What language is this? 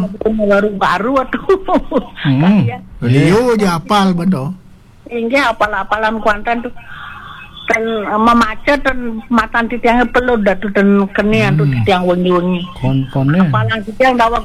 Balinese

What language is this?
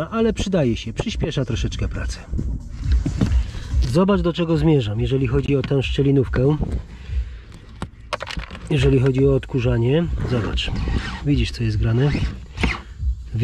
Polish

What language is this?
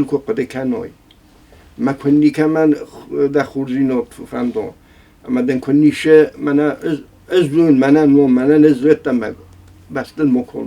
Ossetic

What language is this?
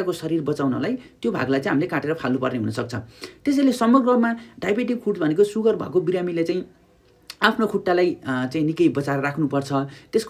Nepali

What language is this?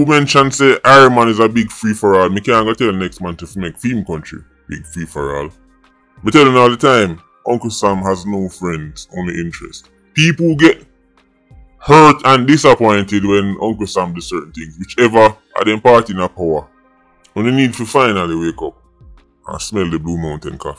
Jamaican Creole English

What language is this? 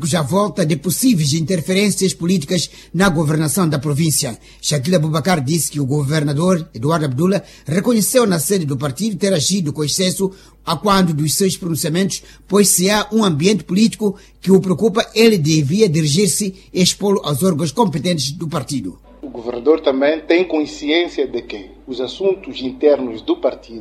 Portuguese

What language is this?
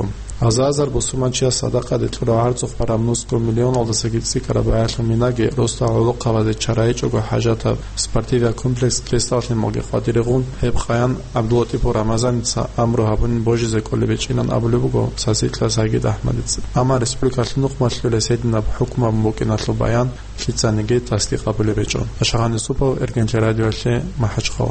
Avaric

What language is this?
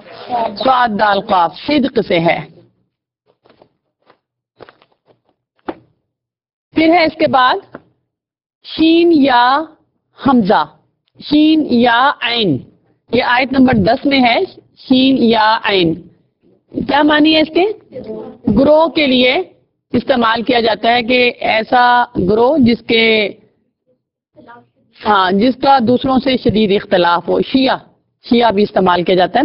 Urdu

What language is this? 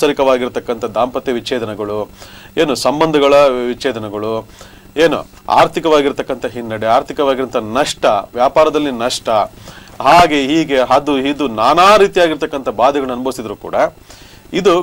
Kannada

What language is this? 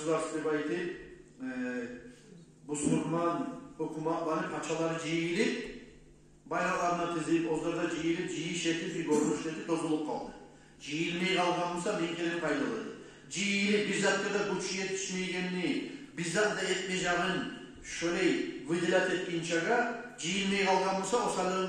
Kumyk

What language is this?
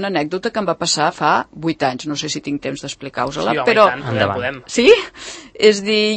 Catalan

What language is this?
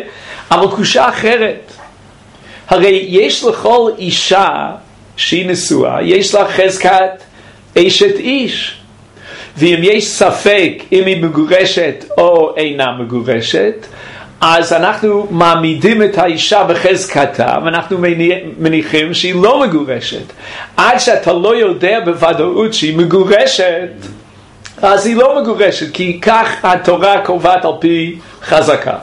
Hebrew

